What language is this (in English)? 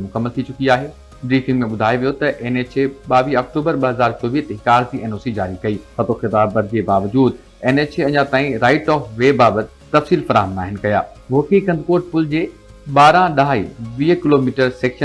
Sindhi